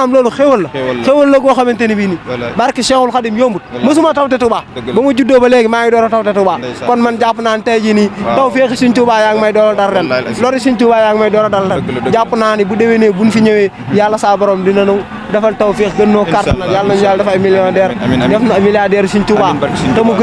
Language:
Wolof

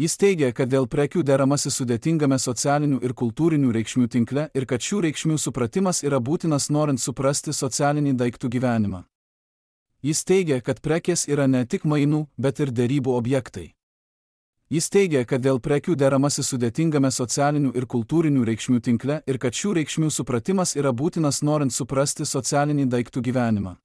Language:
Lithuanian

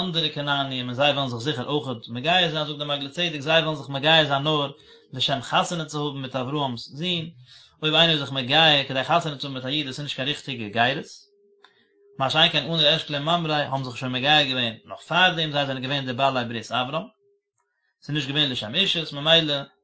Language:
Yiddish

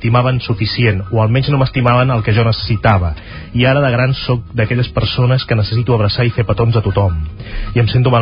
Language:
Catalan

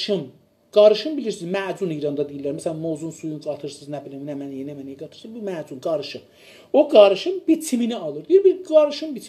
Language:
South Azerbaijani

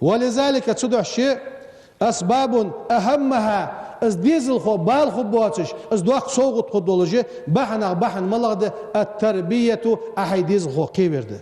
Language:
Ingush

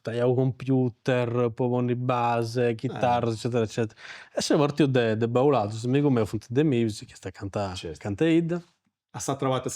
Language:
Sardinian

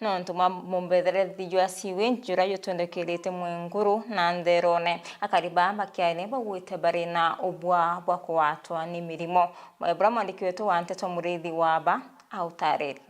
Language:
Meru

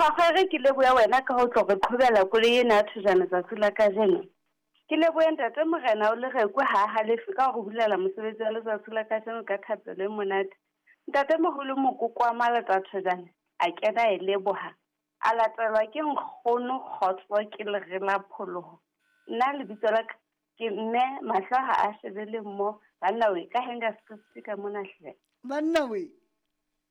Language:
Southern Sotho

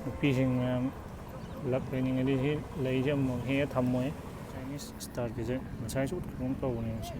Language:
Manipuri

